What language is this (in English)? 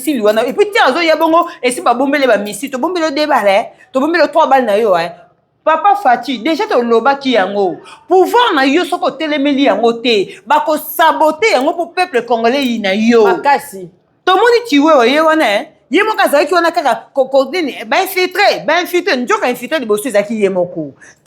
Lingala